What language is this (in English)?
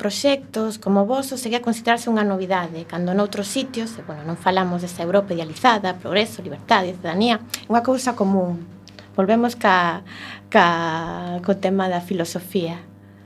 Galician